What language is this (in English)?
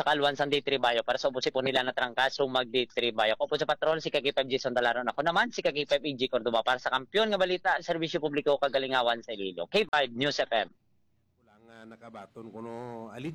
Hiligaynon